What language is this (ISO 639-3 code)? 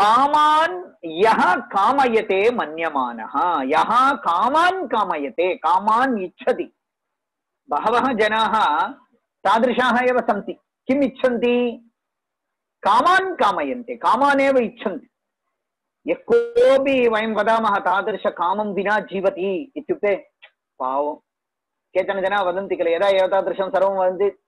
san